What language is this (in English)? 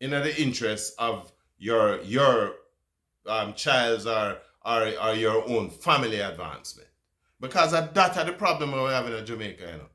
Jamaican Creole English